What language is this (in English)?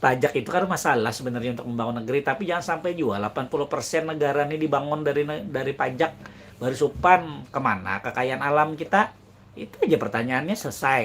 Banjar